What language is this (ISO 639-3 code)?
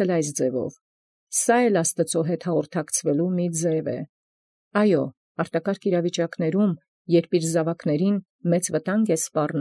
hye